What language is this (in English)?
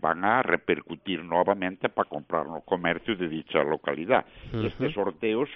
Galician